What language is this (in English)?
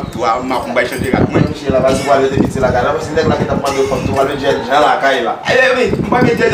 Haitian Creole